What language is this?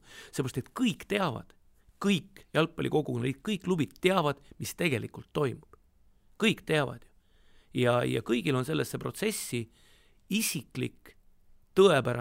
Estonian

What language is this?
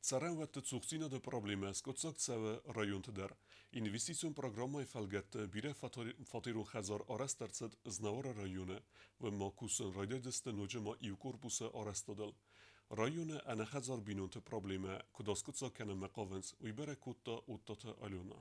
Ossetic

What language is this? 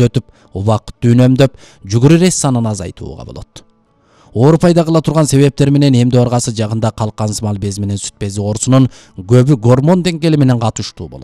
Kyrgyz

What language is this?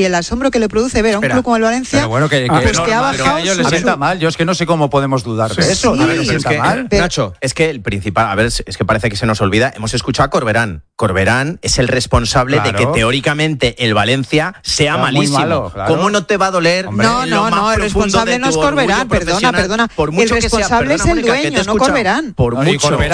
Spanish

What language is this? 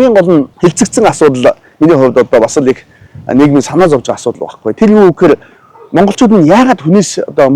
Mongolian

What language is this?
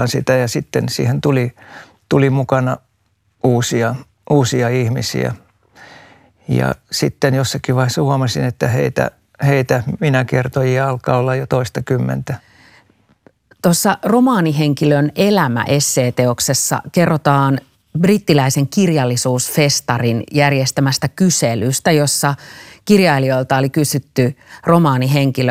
Finnish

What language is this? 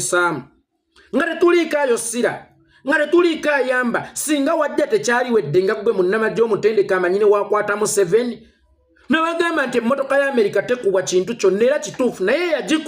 Ganda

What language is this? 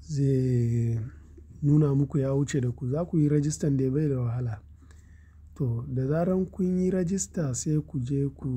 Hausa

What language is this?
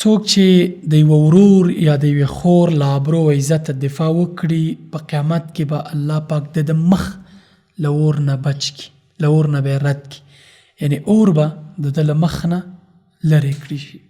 Pashto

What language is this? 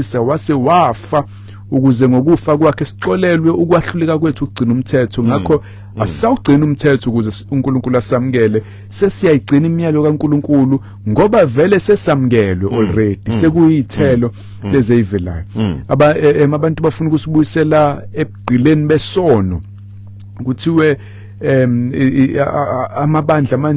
Zulu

